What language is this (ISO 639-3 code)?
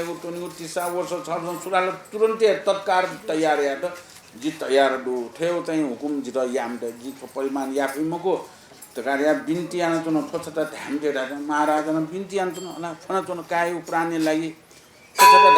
new